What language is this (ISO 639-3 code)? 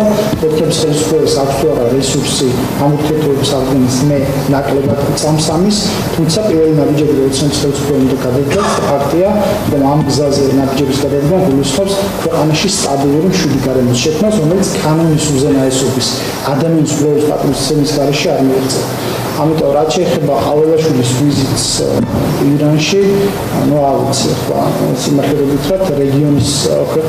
kat